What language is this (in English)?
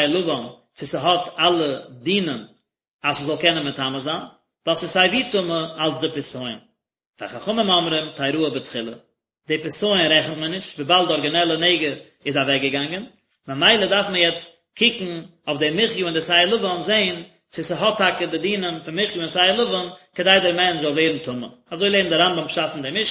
Yiddish